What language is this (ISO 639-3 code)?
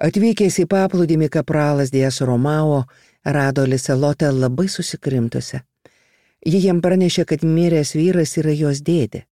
lit